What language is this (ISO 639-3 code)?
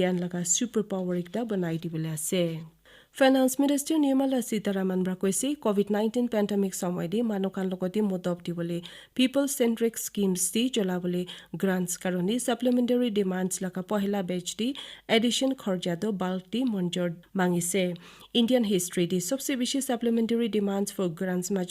nag